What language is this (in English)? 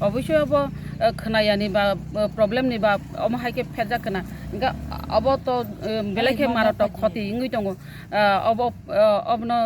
Kok Borok